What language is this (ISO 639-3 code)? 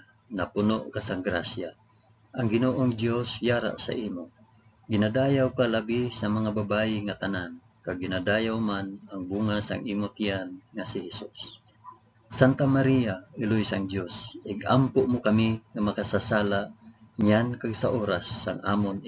hil